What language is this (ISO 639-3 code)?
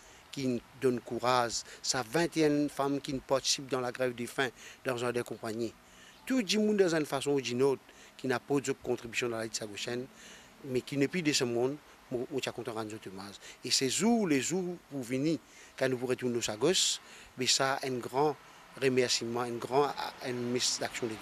mfe